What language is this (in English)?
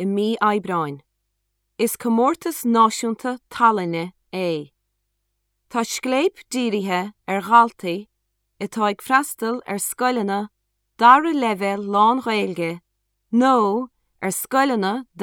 Irish